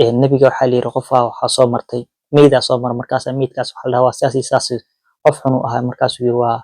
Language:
Somali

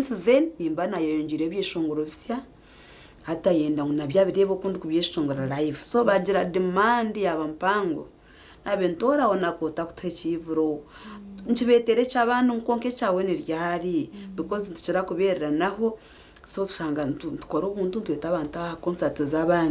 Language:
Nyankole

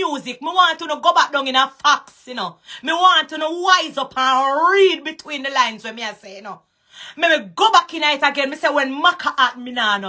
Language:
Jamaican Creole English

